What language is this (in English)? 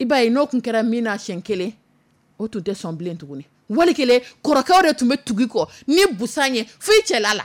Dyula